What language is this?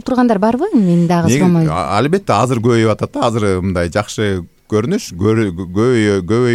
Kyrgyz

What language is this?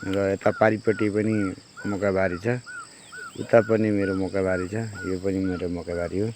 Nepali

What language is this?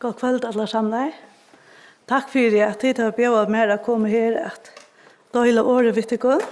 Faroese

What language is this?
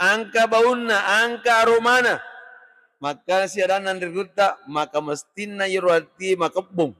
Buginese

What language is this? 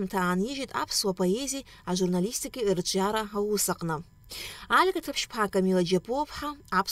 Abkhazian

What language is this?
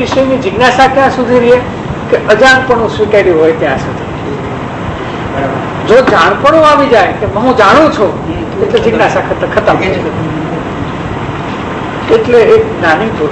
Gujarati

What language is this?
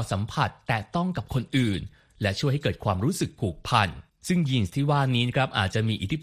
Thai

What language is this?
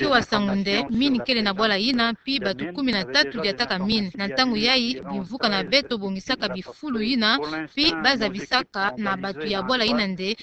Kituba (Democratic Republic of Congo)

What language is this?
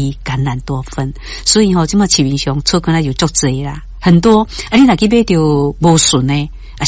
Min Nan Chinese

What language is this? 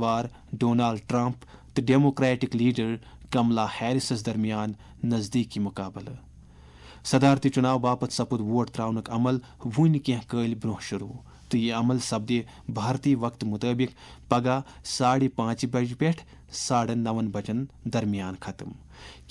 Kashmiri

